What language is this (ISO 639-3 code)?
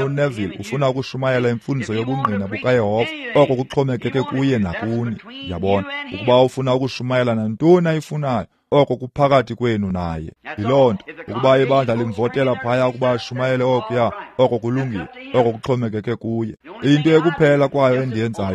xho